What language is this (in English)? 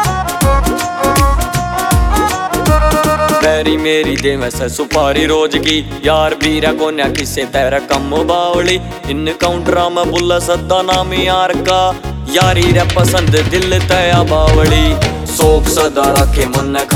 Haryanvi